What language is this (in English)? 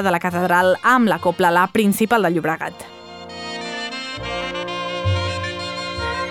Catalan